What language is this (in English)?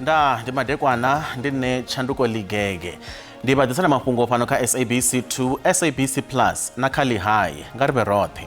Venda